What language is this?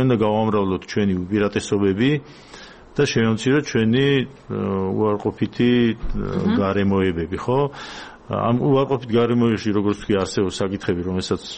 Georgian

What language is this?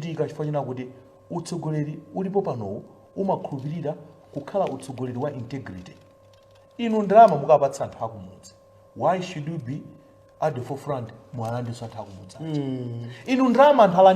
Nyanja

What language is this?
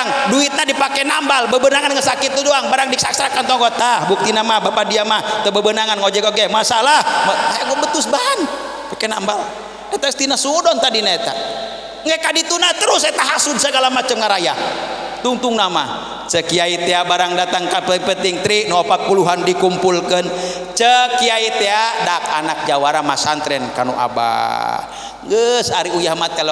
Sundanese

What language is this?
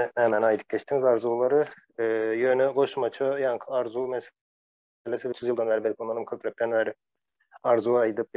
Turkmen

